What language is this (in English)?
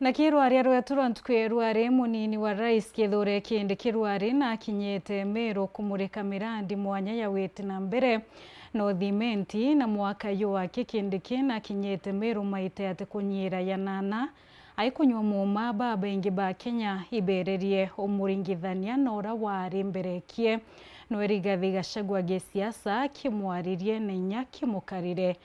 Meru